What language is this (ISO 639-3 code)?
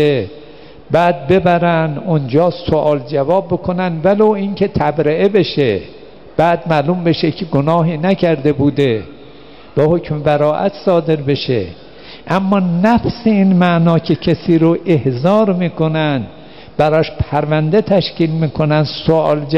fas